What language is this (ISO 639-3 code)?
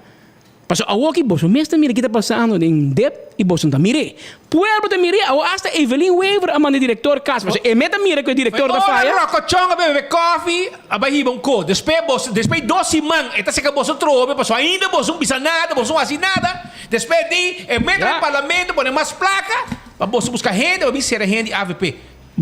pap